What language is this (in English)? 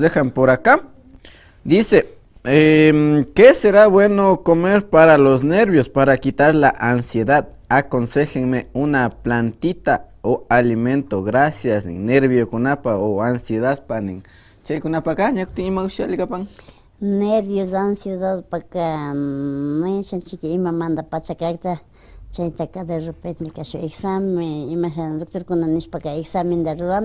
Imbabura Highland Quichua